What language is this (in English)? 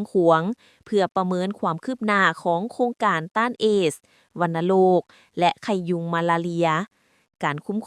Lao